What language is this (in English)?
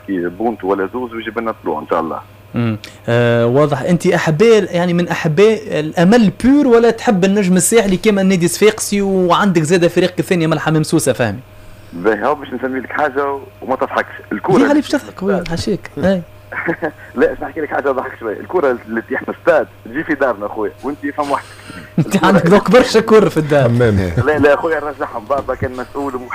Tunisian Arabic